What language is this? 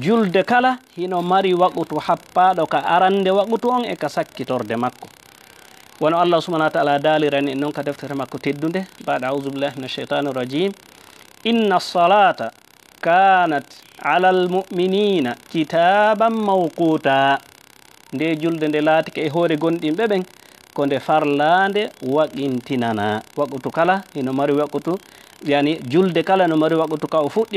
Fula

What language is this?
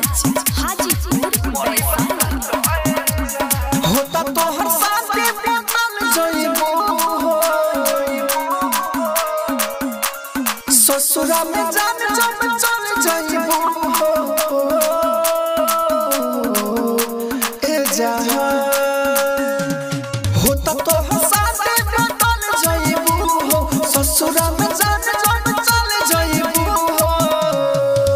Bhojpuri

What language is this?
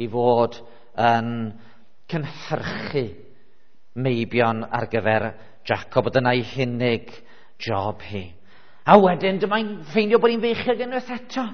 Welsh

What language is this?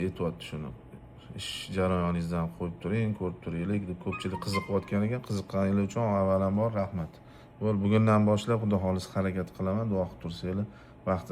Uzbek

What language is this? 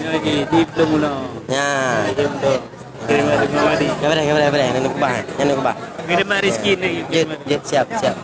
Achinese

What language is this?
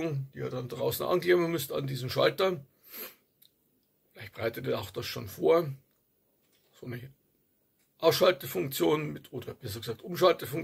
German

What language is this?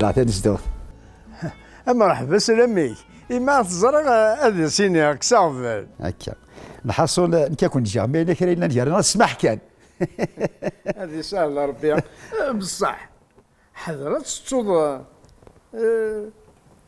Kabyle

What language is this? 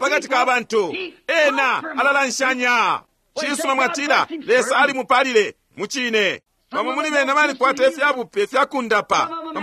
Bemba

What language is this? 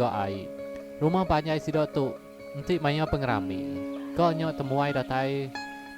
Iban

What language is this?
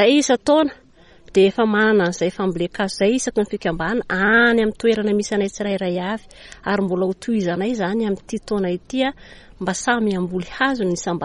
Malagasy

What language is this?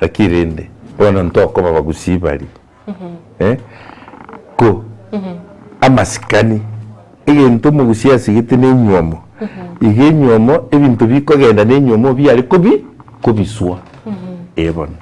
Gusii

